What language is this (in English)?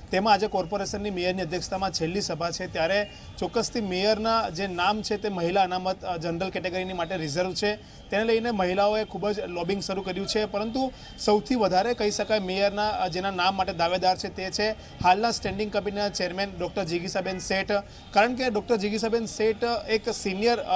Gujarati